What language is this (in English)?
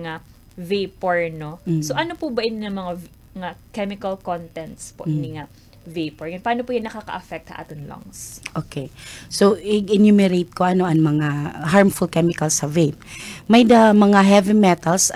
Waray